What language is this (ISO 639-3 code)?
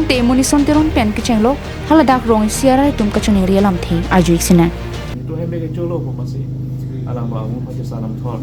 mjw